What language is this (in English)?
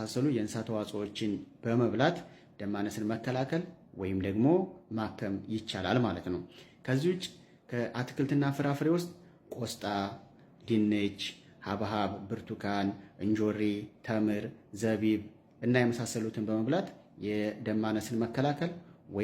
Amharic